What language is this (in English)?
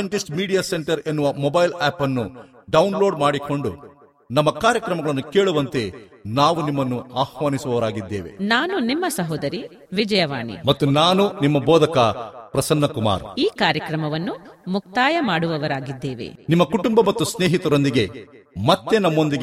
Kannada